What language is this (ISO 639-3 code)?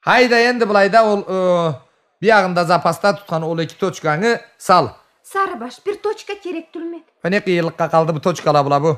krc